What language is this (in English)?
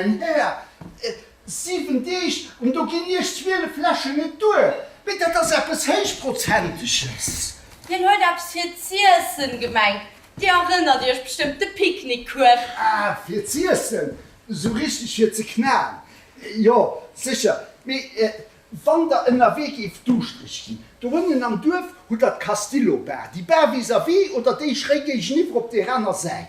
Luxembourgish